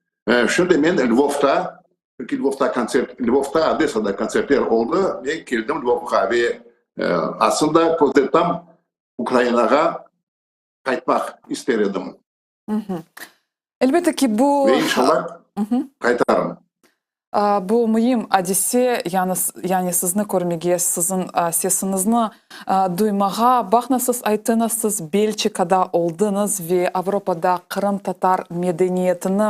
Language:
Crimean Tatar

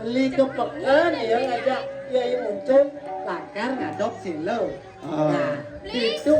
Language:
Balinese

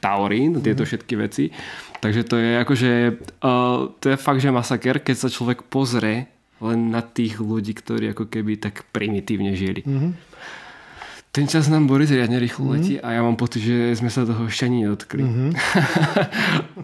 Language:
Slovak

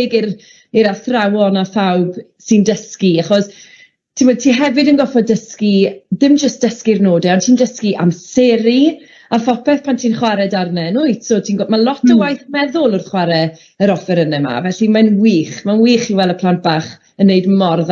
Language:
Welsh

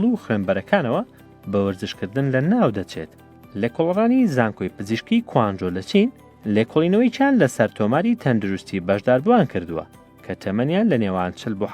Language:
Central Kurdish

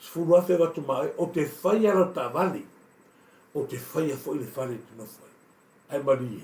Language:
Samoan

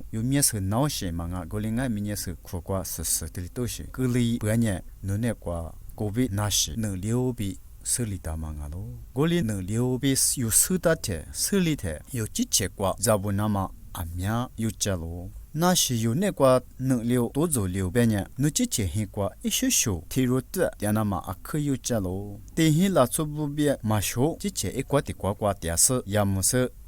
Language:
Lisu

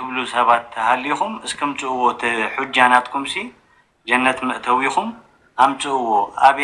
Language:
Tigrinya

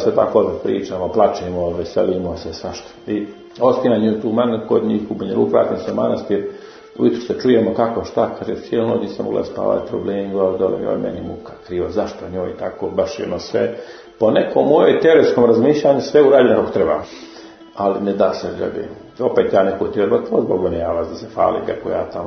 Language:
Serbian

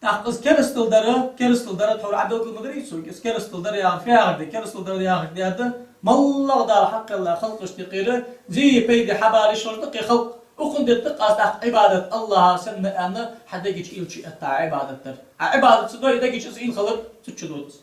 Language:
Ingush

